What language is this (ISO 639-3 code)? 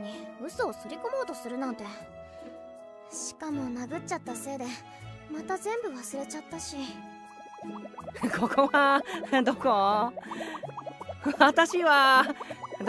jpn